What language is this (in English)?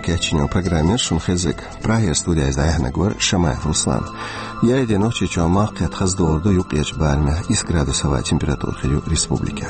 Chechen